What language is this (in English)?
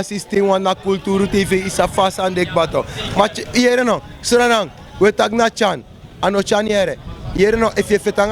Sranan Tongo